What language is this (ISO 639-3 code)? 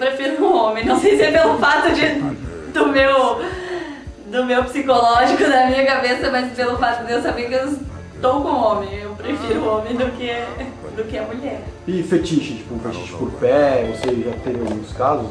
por